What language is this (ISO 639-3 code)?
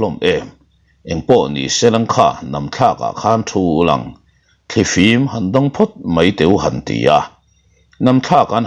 lus